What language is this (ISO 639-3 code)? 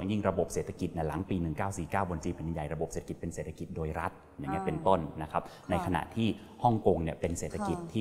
tha